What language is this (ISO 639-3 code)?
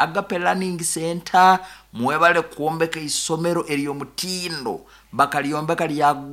nyo